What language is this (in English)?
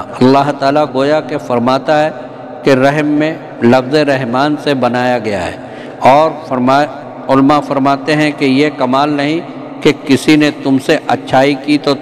Urdu